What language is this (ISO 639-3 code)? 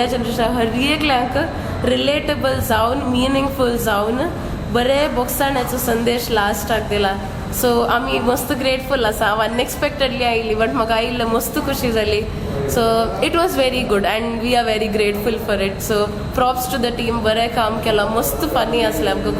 kok